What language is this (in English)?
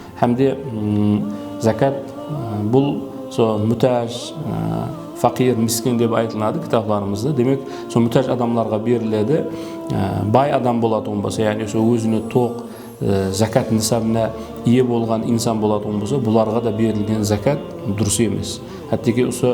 Kara-Kalpak